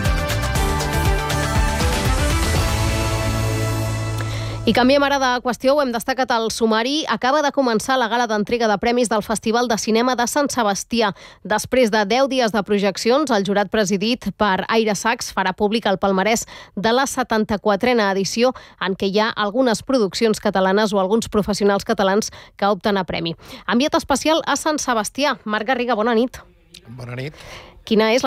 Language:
Catalan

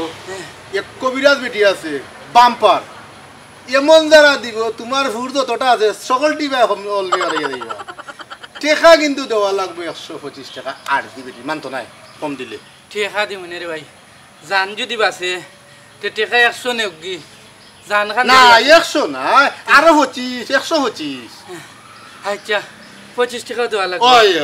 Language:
Sylheti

